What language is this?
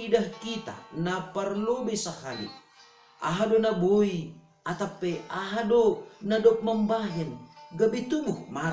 Batak Simalungun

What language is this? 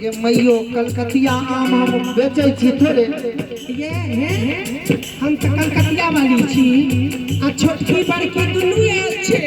Maithili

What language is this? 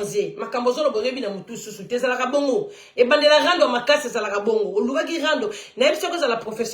Lingala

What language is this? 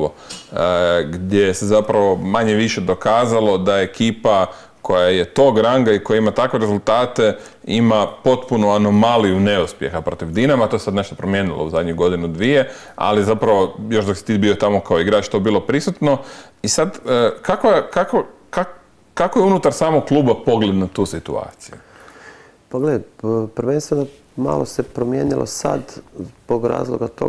Croatian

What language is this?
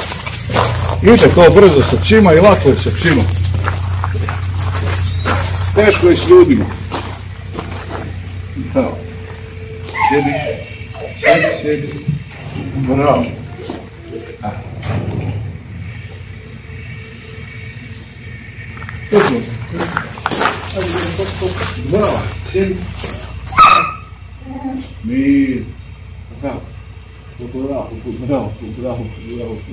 Croatian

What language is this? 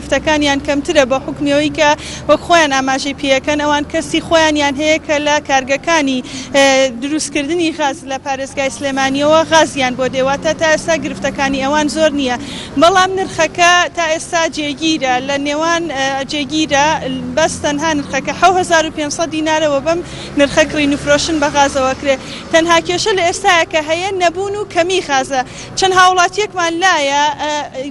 Central Kurdish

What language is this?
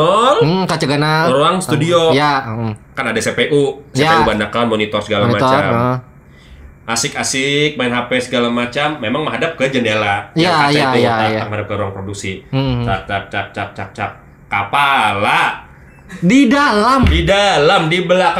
Banjar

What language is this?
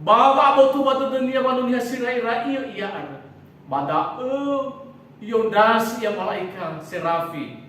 Nias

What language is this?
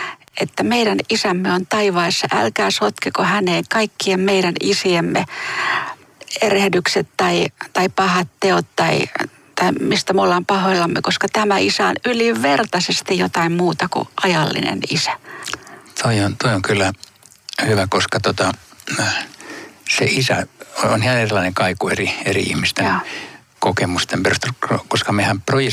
Finnish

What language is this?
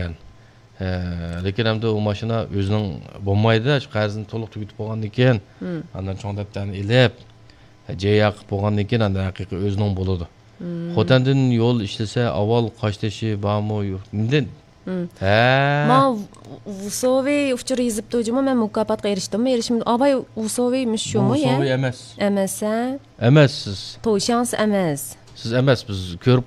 Uyghur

